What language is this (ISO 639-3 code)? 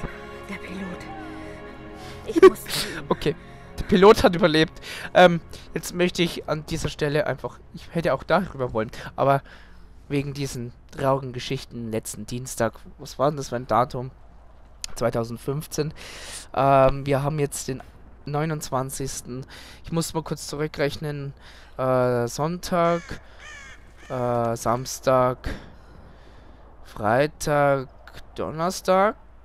deu